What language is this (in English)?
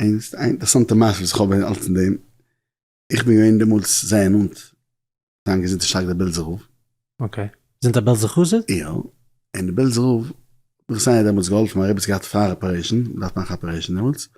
Yiddish